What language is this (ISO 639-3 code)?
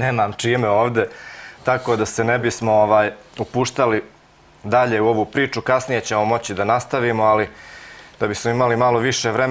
srp